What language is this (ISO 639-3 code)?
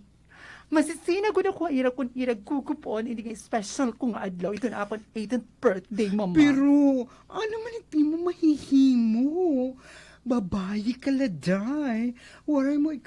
war